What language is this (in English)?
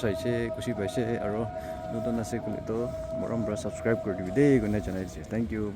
Naga Pidgin